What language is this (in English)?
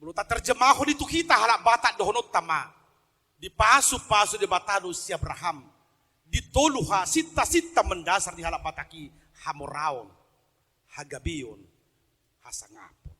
Batak Toba